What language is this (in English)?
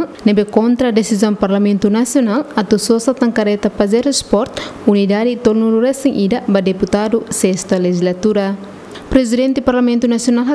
Tetum